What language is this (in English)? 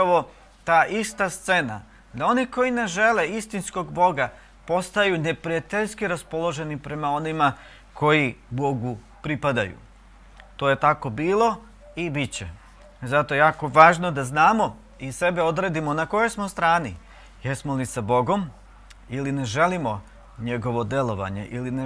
Serbian